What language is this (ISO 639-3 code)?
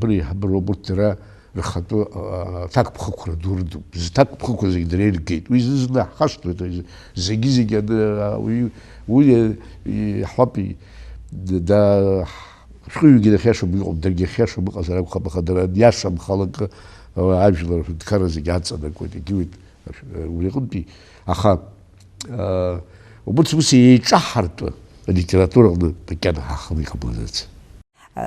abk